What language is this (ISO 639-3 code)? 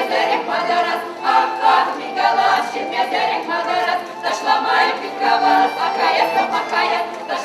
chv